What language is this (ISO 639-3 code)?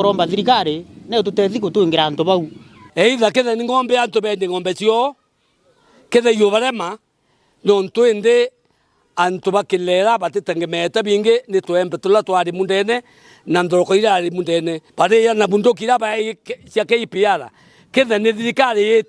mer